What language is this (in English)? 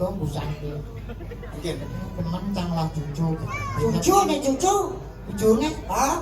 Balinese